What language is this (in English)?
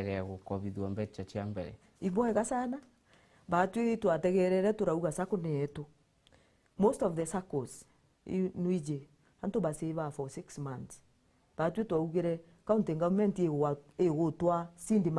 Meru